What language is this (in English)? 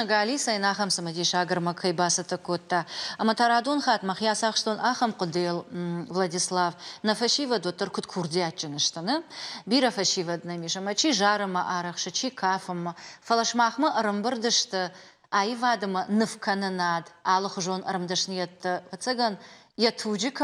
Ossetic